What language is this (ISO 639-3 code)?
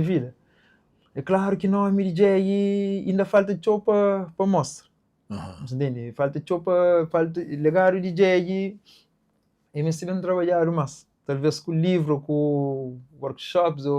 kea